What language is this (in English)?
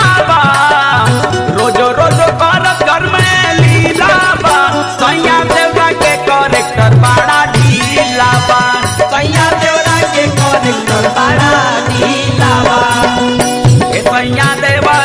Bhojpuri